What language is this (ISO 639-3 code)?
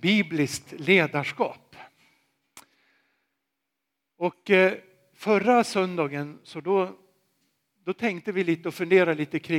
swe